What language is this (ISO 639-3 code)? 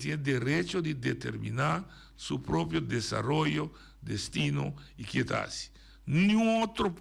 pap